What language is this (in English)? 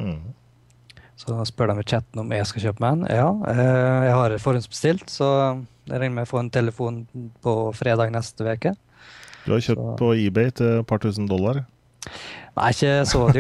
Norwegian